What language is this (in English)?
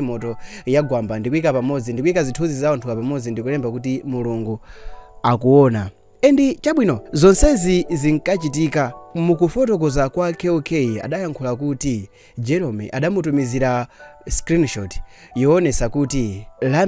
Nyanja